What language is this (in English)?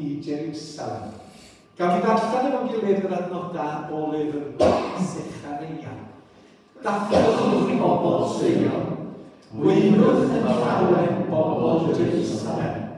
Welsh